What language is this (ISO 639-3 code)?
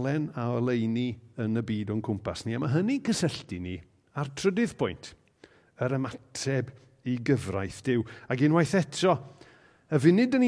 cym